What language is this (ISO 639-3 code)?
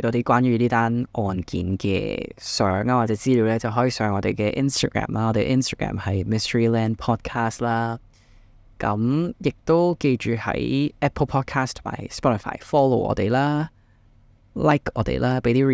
yue